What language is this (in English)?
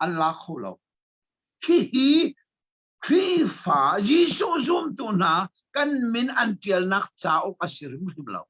Hakha Chin